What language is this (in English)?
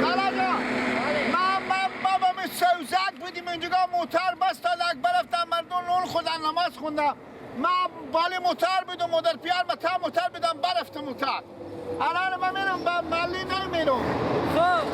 Persian